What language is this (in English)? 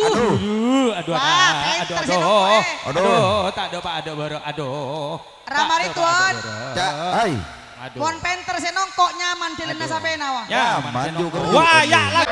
Madurese